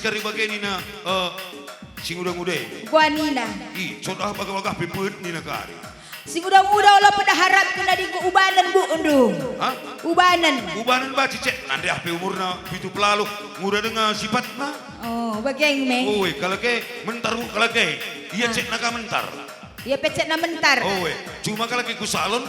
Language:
Batak Karo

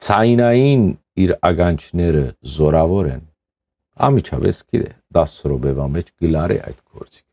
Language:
Western Armenian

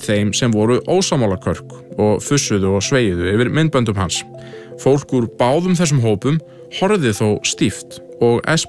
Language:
Icelandic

